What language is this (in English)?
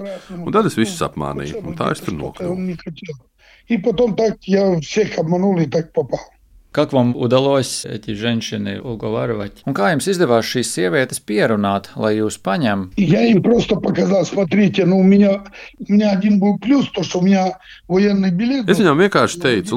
Latvian